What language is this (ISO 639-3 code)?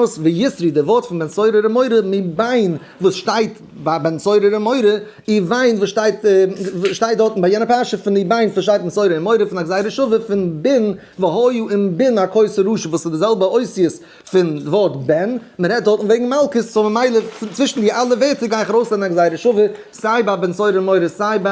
yid